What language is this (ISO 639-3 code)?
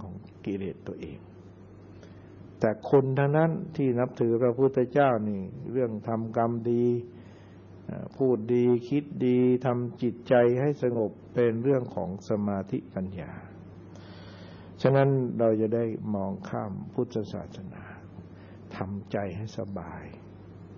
tha